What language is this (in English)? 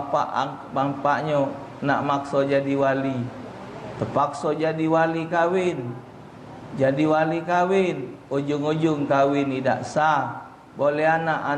Musi